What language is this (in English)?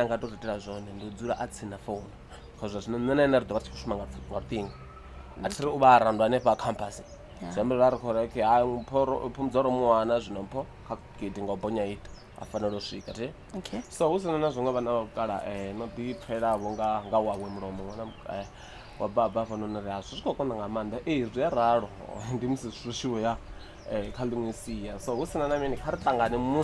Venda